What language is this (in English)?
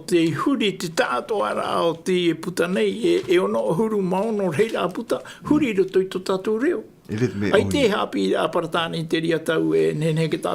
Tahitian